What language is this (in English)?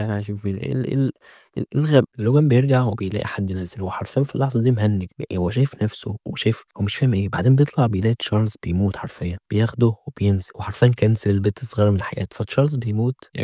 Egyptian Arabic